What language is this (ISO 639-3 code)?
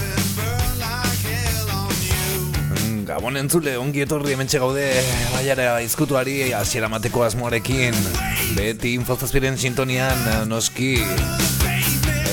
eus